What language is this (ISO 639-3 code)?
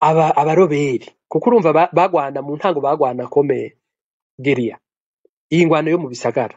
run